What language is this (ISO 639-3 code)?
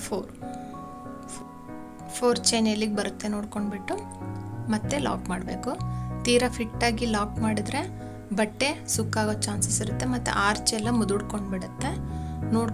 kan